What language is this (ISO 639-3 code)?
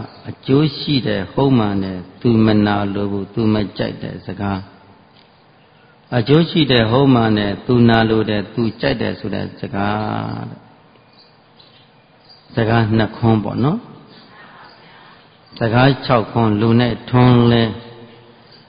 mya